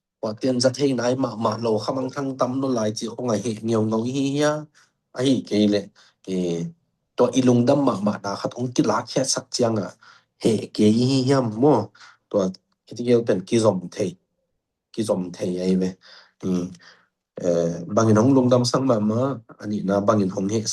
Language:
Tedim Chin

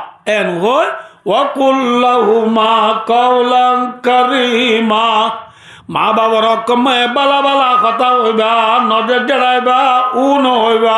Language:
Rohingya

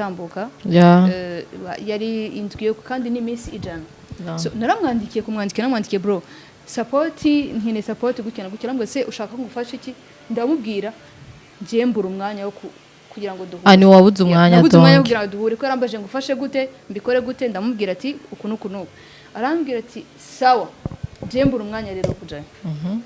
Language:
Rundi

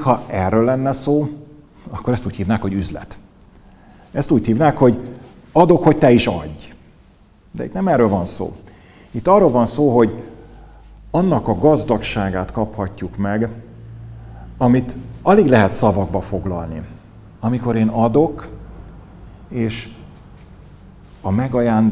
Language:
Hungarian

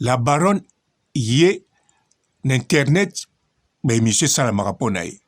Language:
Lingala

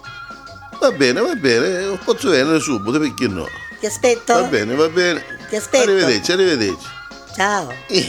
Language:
Neapolitan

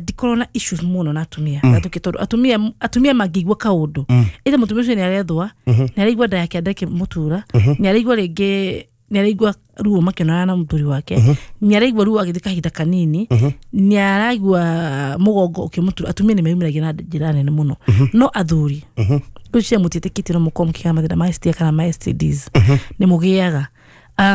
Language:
Kikuyu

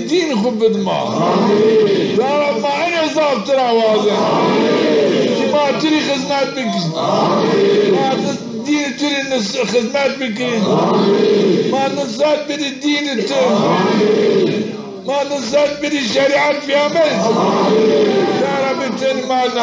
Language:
Zaza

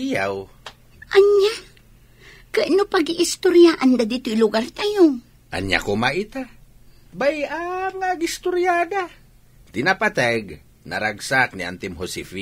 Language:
Iloko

